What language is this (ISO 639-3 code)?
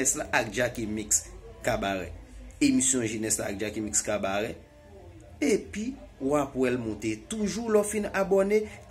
hat